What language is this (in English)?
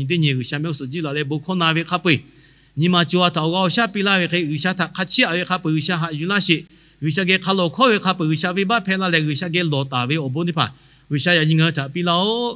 Lahu